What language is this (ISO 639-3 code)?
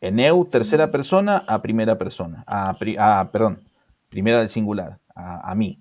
arn